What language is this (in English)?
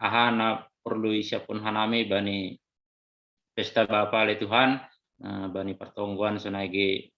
Batak Simalungun